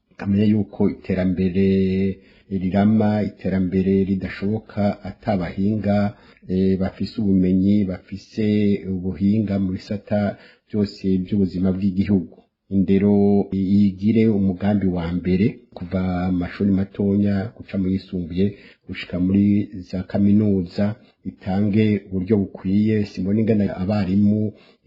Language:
Rundi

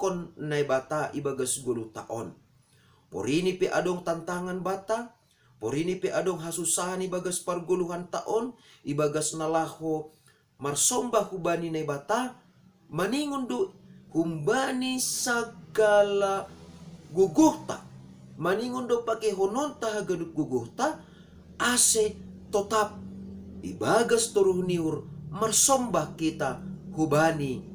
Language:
Batak Simalungun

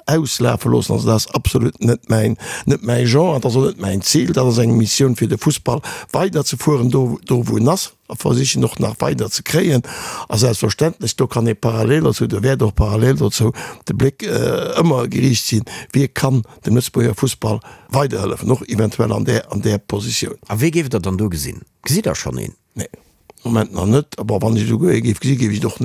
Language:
Luxembourgish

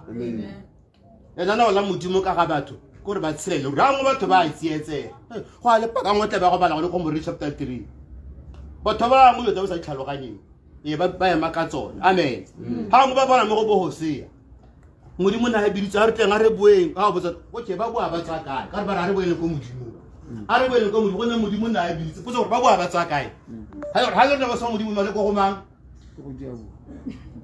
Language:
Tswana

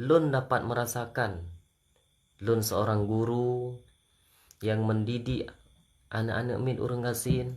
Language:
Achinese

